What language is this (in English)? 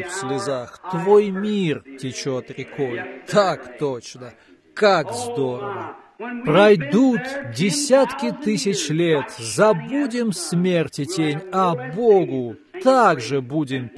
Russian